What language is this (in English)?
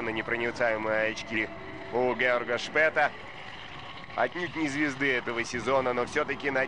Russian